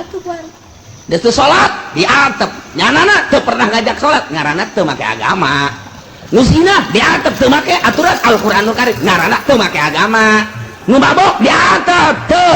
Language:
Sundanese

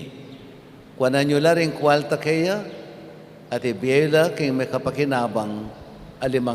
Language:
Pampanga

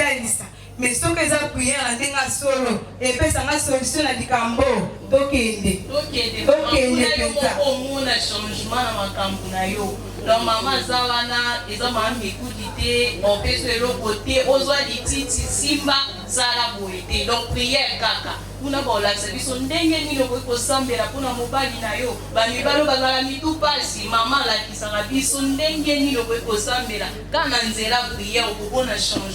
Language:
Lingala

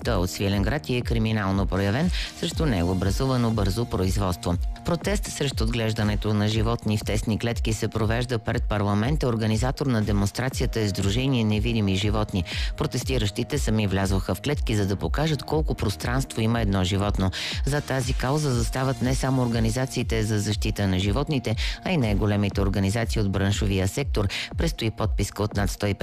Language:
Bulgarian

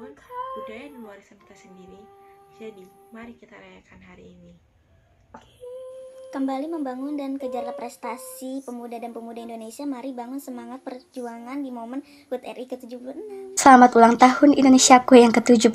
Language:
Indonesian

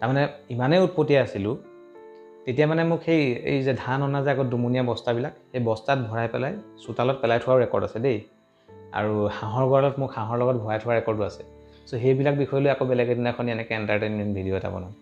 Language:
Assamese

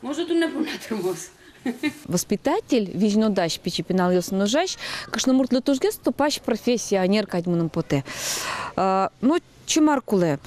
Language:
Udmurt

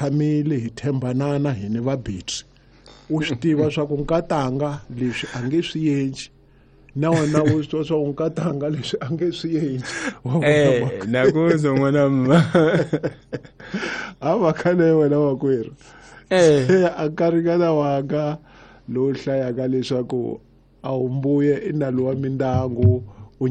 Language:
Tsonga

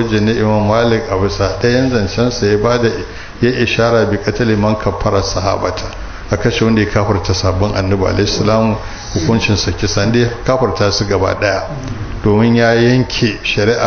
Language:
Hausa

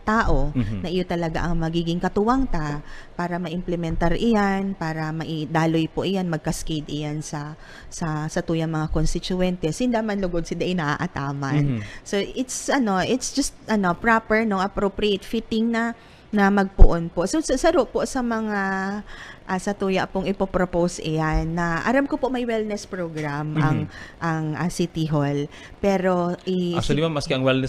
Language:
Bikol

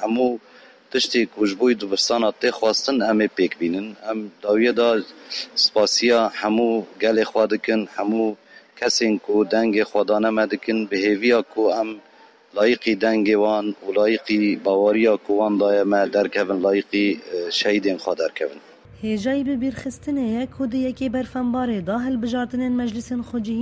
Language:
Kurdish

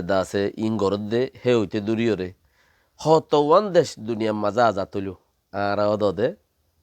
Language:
Rohingya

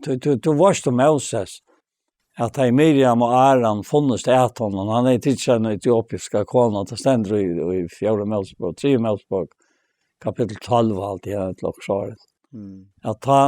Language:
Faroese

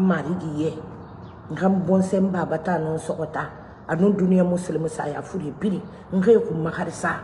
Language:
Mandingo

